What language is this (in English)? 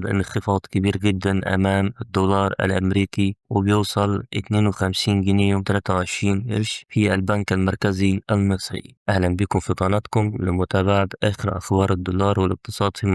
Egyptian Arabic